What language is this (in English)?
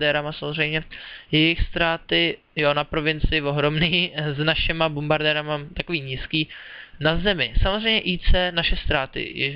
Czech